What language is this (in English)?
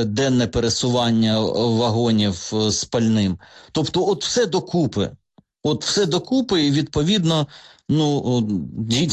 Ukrainian